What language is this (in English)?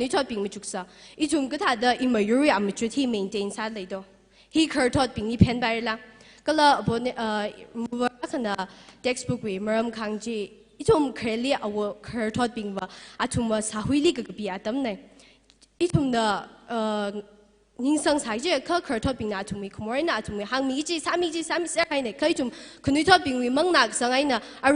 Tangkhul Naga (India)